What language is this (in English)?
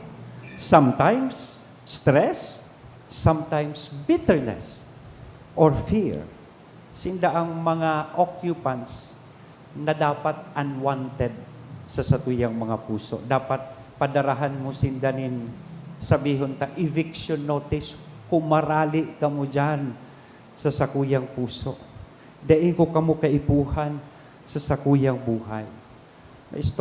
Bikol